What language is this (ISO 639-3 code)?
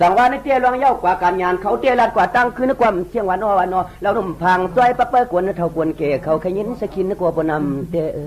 shn